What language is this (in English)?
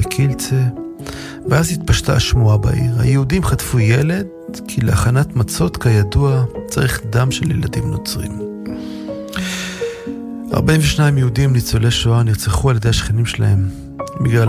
Hebrew